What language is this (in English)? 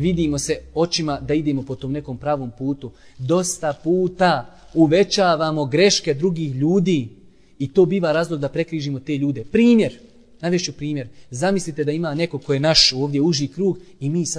Bosnian